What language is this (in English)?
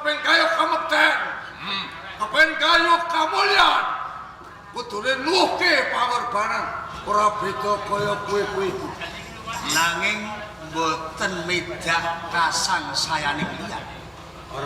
Javanese